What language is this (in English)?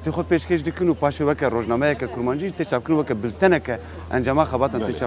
Kurdish